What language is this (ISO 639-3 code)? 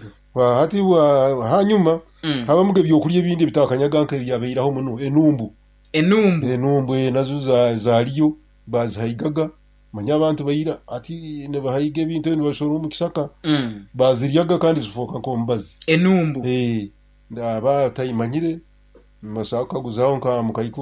nyn